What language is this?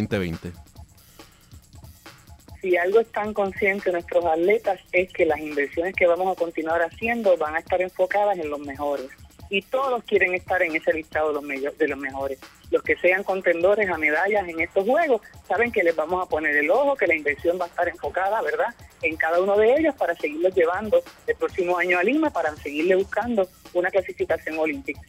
Spanish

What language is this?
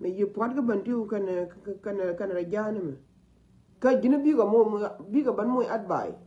Nuer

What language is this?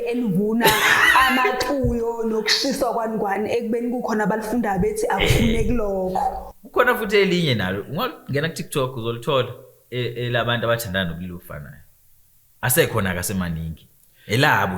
Zulu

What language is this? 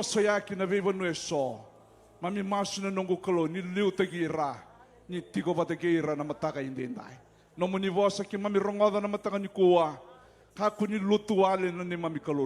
Fijian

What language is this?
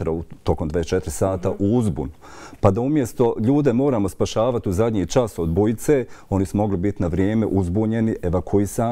Bosnian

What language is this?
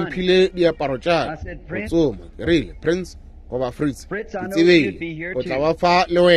Northern Sotho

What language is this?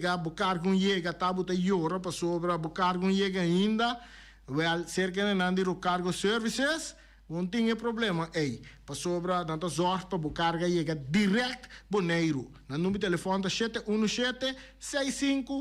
Papiamento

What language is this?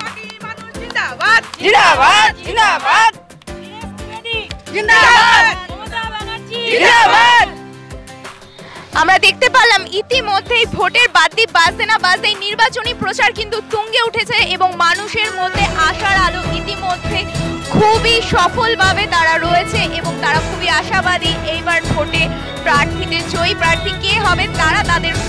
Bangla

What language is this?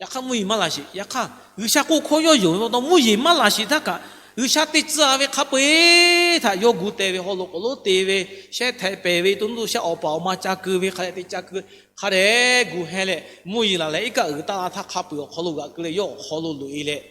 Lahu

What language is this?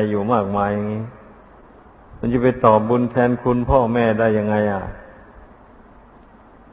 Thai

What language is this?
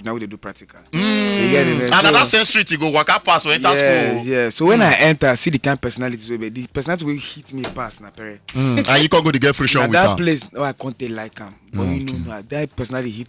Nigerian Pidgin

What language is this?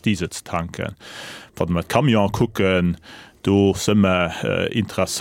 Luxembourgish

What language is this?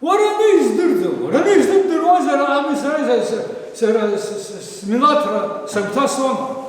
Abkhazian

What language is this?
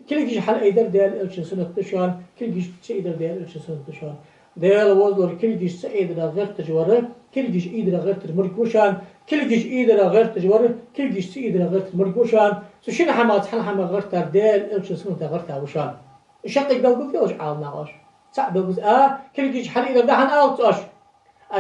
Ingush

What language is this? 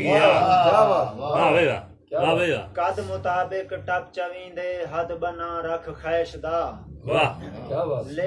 Saraiki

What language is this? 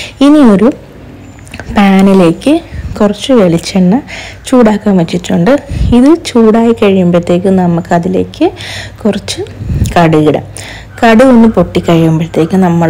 Malayalam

